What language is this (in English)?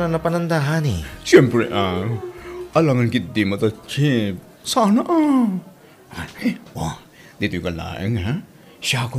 Iloko